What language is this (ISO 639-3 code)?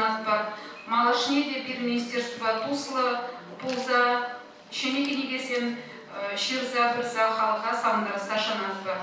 chv